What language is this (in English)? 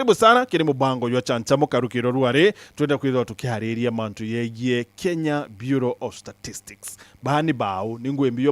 Meru